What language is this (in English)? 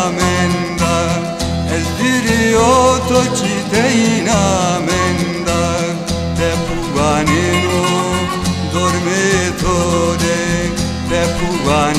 Zaza